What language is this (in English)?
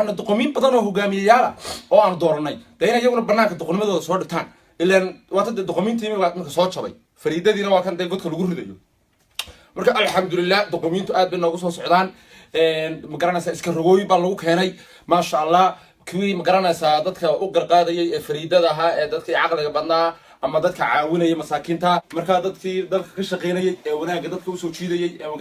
Somali